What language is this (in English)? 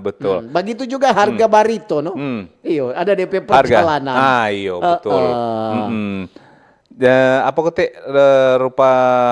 Manado Malay